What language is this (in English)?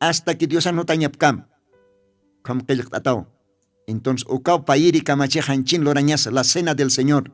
Aymara